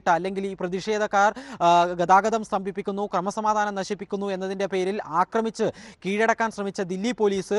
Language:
Malayalam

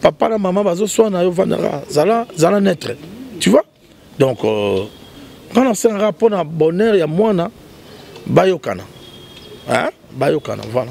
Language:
Lingala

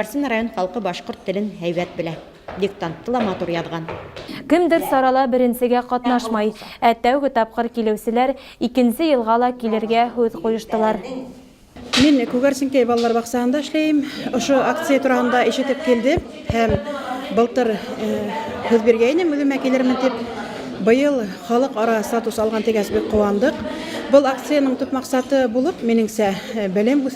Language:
Bashkir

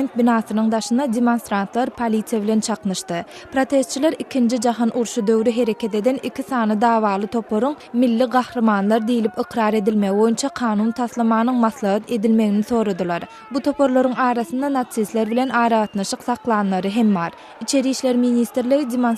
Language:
Turkmen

